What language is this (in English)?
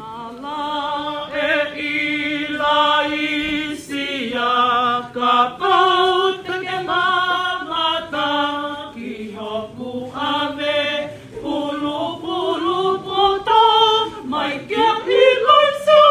Tongan